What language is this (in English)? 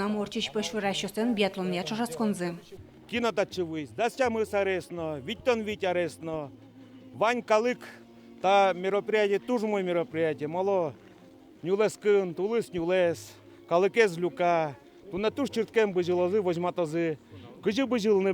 Udmurt